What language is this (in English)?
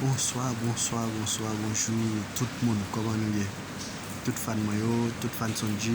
Haitian Creole